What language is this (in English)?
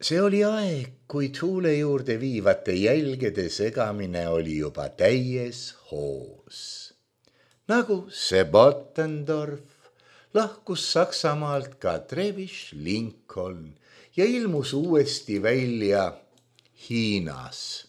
Estonian